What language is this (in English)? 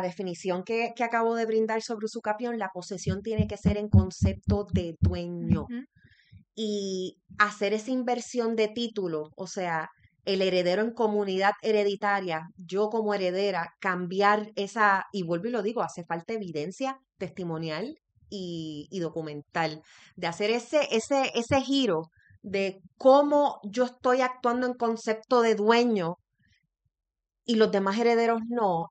Spanish